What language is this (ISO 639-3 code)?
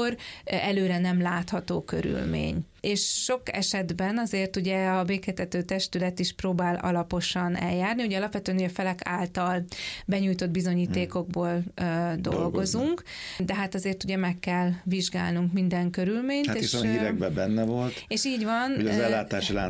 hun